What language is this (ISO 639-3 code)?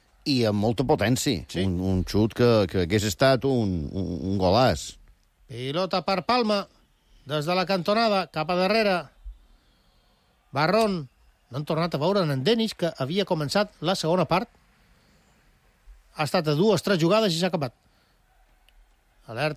cat